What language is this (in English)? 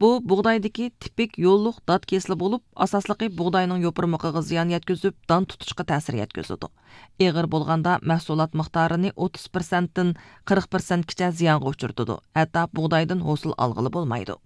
Uyghur